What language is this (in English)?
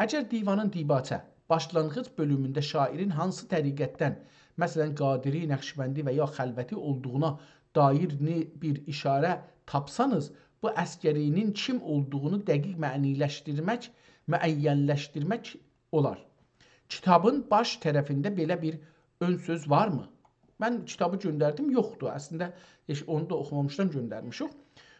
South Azerbaijani